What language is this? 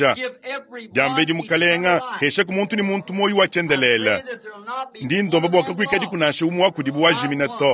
Luba-Lulua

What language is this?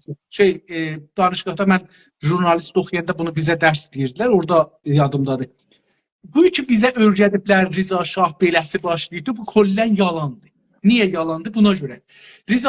South Azerbaijani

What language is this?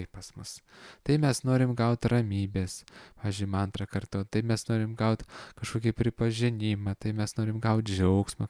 Lithuanian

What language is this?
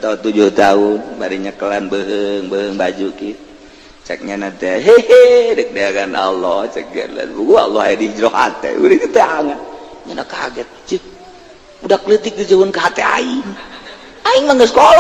Sundanese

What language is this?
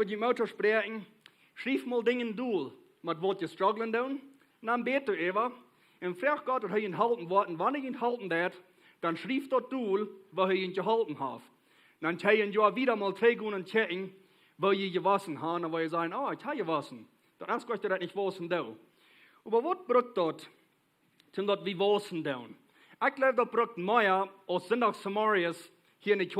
Plautdietsch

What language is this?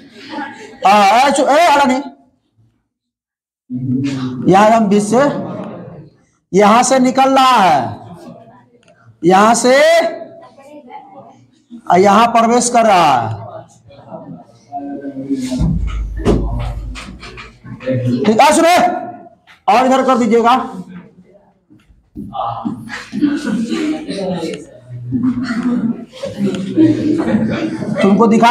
Hindi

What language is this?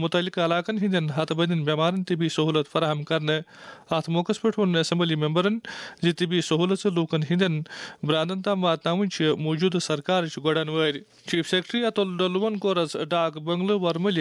Kashmiri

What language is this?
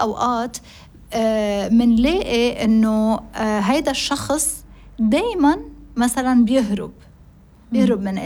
North Levantine Arabic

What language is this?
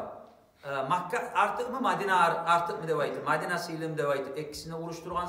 Kumyk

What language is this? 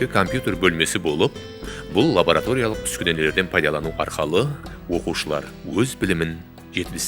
Kara-Kalpak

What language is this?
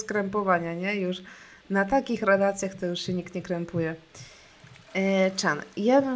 Polish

